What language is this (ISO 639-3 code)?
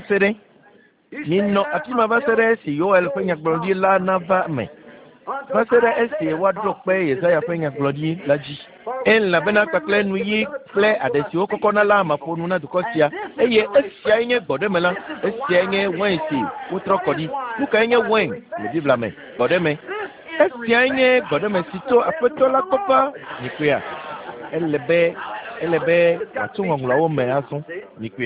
ewe